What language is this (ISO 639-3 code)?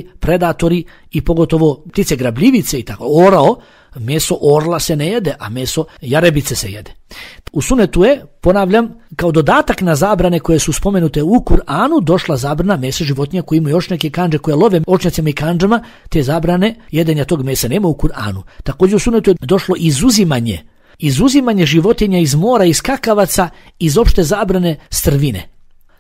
bos